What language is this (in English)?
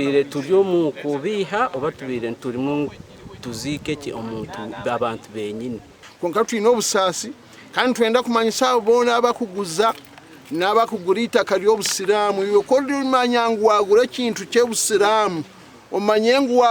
Nyankole